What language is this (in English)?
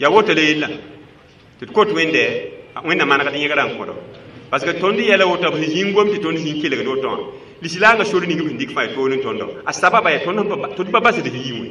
Mossi